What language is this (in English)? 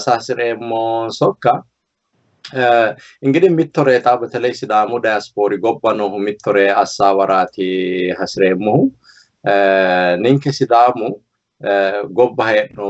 Sidamo